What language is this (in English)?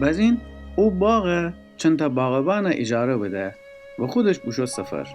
Gilaki